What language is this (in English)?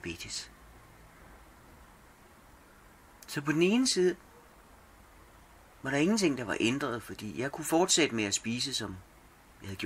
Danish